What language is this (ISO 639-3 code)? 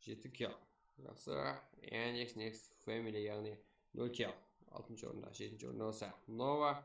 kaa